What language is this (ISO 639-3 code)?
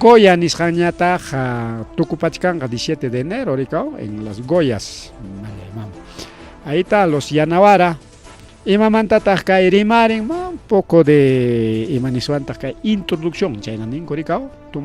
quy